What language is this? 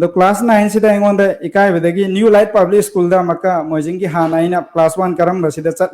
Manipuri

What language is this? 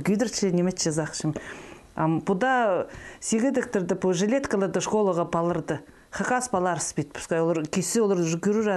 Khakas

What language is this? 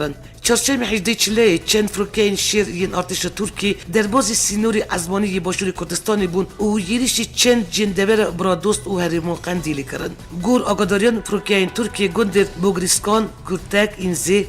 Kurdish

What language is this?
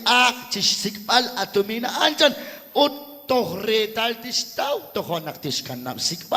Kekchí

